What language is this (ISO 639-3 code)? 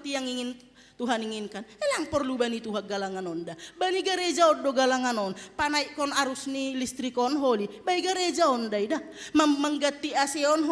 bts